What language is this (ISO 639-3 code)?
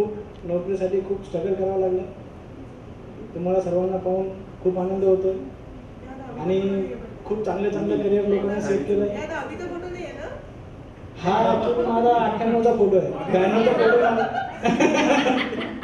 mar